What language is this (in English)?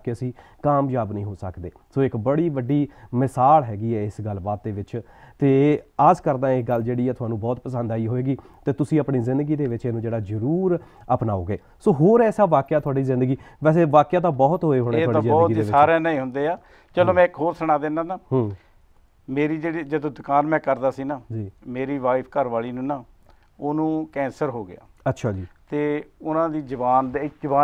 Punjabi